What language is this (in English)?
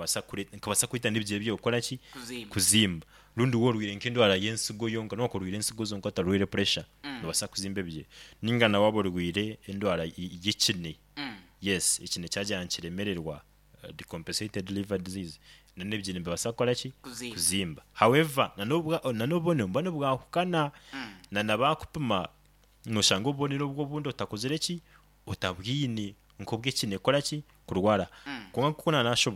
Nyoro